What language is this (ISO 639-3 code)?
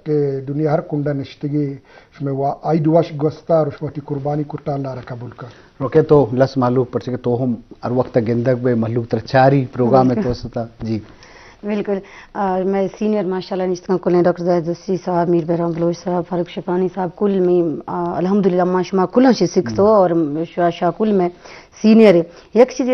bgp